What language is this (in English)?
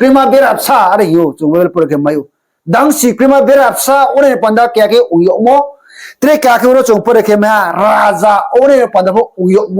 Riang (India)